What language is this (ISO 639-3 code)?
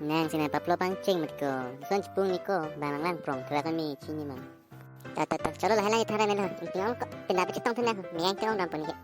mjw